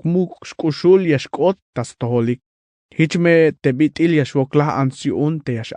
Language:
Tzeltal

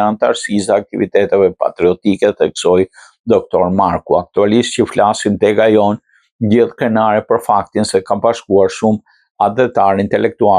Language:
Albanian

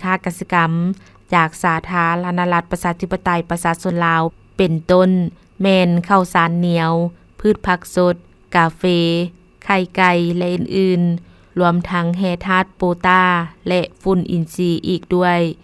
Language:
Lao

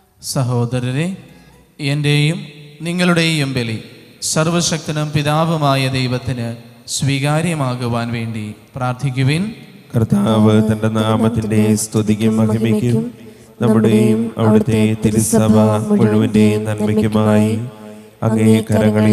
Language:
Malayalam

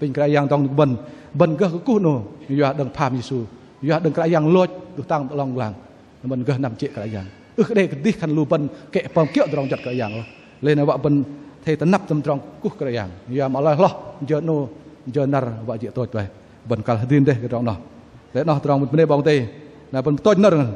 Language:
Bahnar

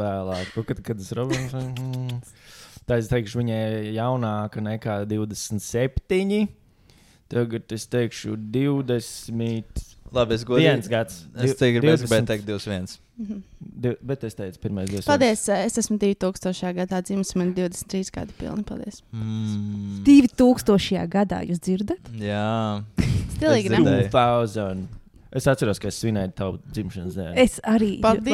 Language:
Latvian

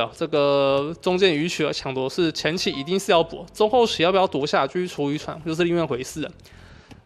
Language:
Chinese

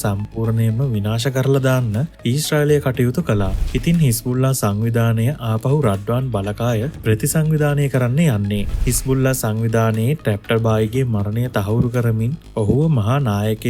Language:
Sinhala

